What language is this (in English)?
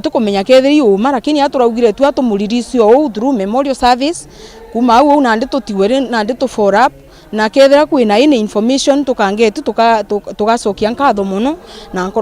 Meru